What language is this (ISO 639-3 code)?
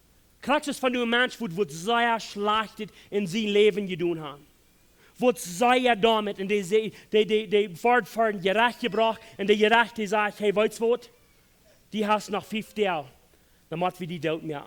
pdt